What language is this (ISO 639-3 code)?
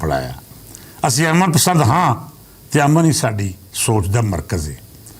lah